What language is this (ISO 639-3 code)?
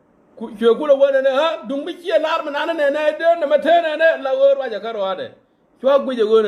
nus